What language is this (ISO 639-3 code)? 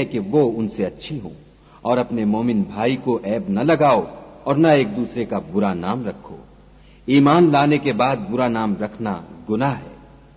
urd